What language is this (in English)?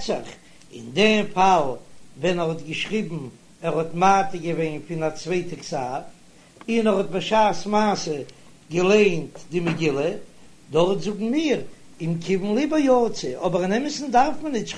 Yiddish